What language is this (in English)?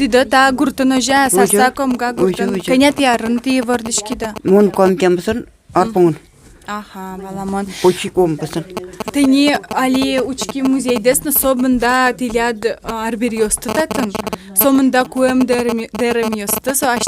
Udmurt